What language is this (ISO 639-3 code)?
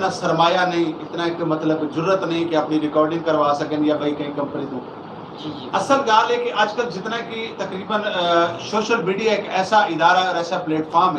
skr